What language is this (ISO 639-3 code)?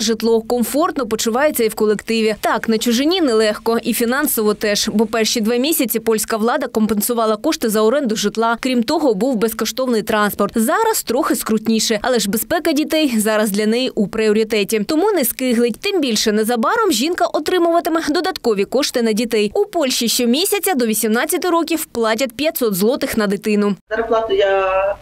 ukr